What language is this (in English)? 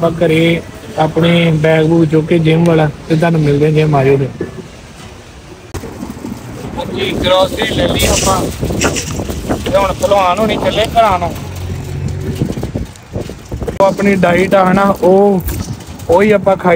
Punjabi